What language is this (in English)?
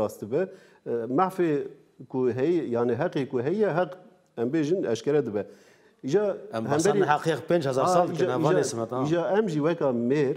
Kurdish